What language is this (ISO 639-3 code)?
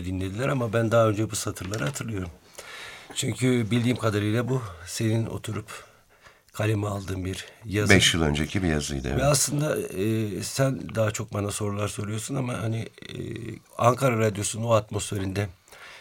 tur